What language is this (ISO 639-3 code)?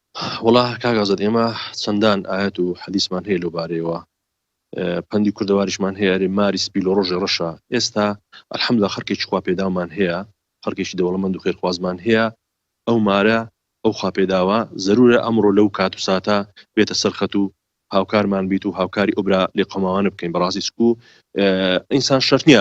ckb